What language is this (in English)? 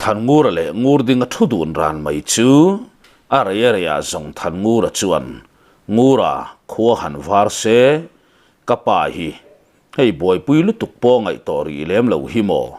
Mizo